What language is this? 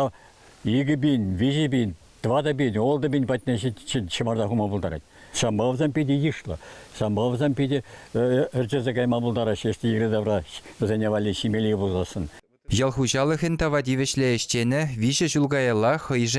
Chuvash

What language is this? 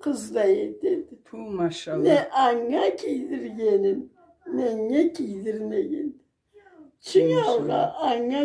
Karachay-Balkar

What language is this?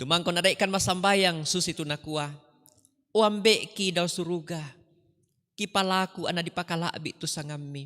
Toraja-Sa'dan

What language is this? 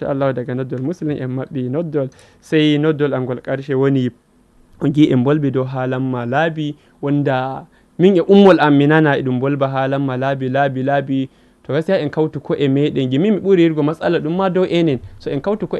Fula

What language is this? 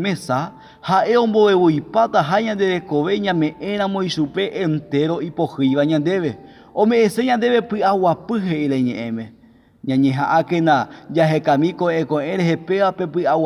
Guarani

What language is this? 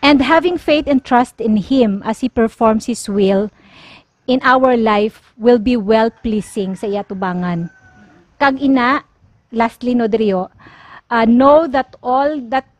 Hiligaynon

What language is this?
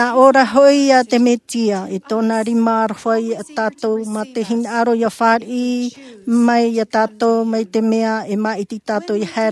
Tahitian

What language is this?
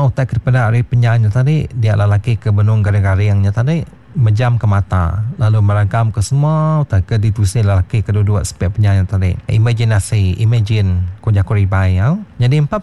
Iban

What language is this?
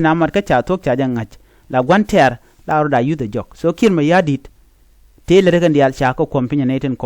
Nuer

